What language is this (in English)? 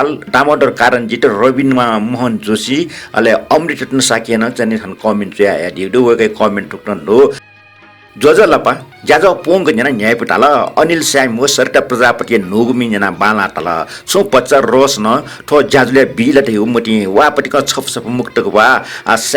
Newari